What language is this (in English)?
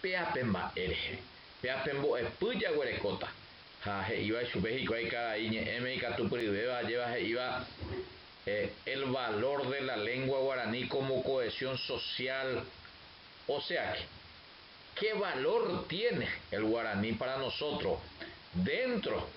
Guarani